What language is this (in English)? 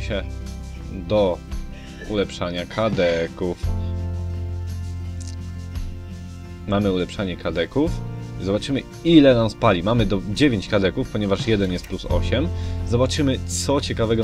Polish